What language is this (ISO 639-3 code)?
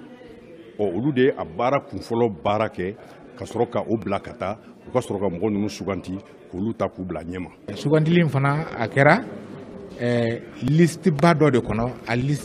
bam